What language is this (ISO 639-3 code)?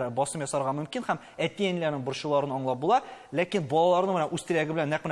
tat